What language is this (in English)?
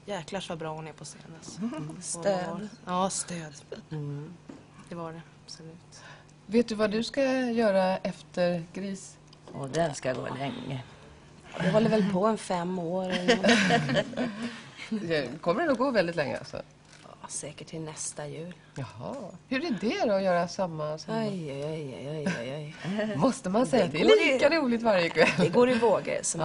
Swedish